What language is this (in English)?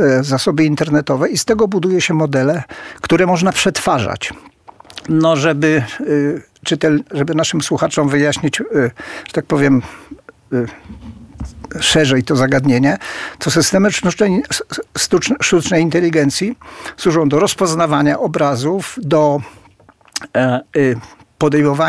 Polish